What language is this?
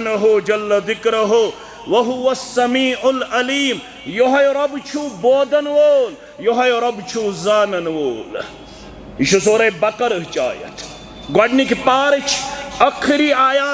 Kashmiri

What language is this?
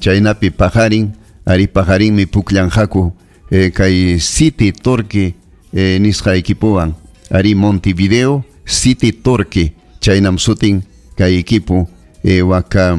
Ayacucho Quechua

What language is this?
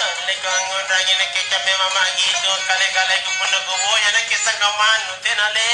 Makasar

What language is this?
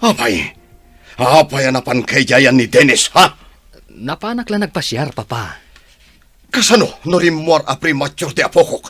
Iloko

